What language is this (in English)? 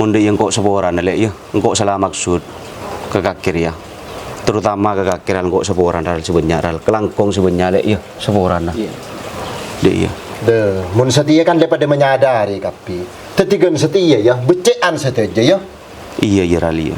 Madurese